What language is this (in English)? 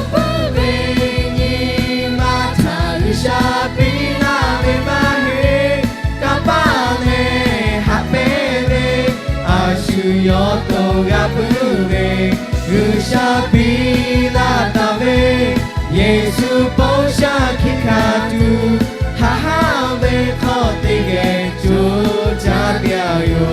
Lahu